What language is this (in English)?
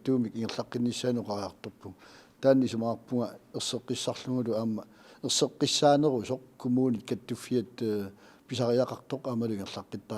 Kalaallisut